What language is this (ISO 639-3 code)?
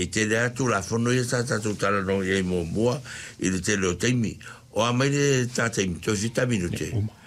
smo